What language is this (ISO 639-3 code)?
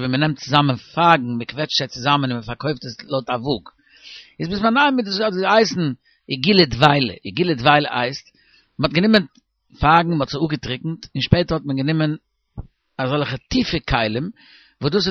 yid